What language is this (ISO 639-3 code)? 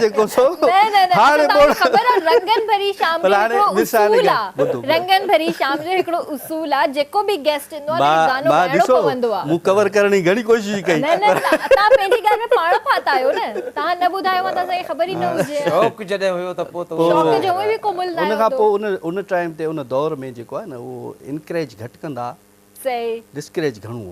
snd